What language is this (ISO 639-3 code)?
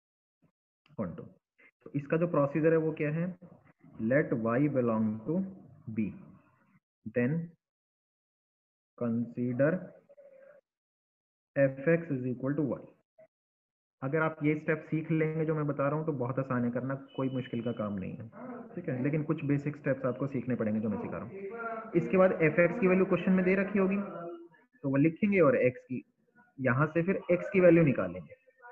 hin